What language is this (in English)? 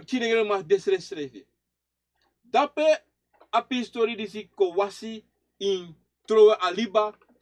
Sranan Tongo